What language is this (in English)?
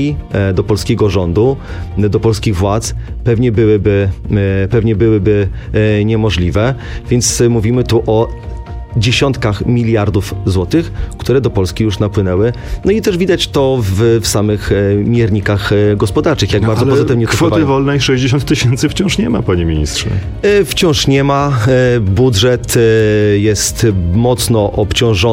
Polish